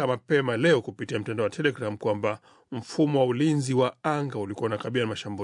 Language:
Swahili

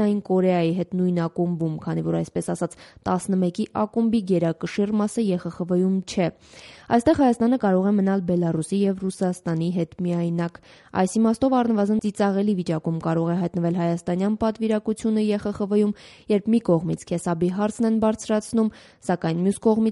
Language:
Armenian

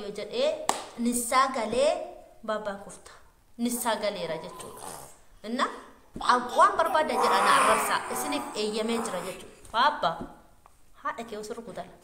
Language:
Oromo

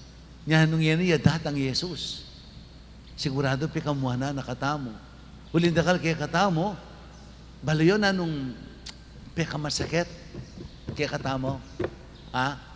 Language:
Pampanga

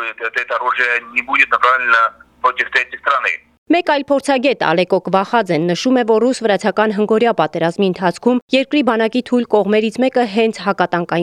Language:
Armenian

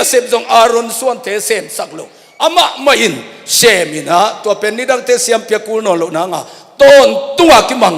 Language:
Tedim Chin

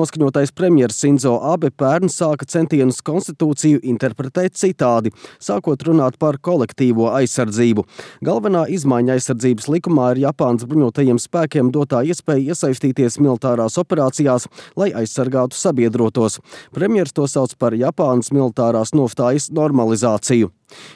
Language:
Latvian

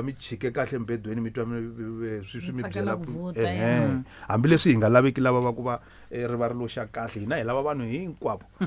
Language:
Tsonga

